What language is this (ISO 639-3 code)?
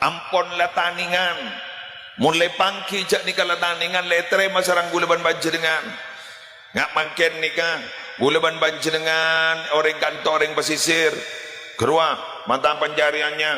mad